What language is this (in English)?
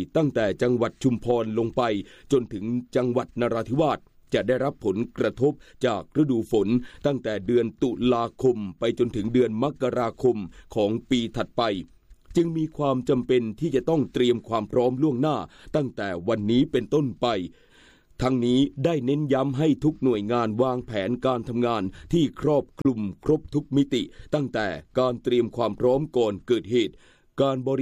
Thai